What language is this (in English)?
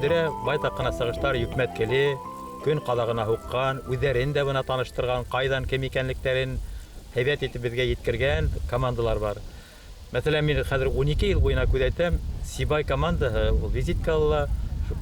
Bashkir